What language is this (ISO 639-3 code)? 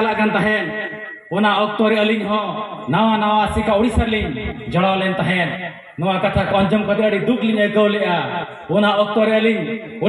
sat